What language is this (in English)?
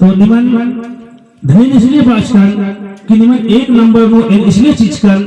Kurukh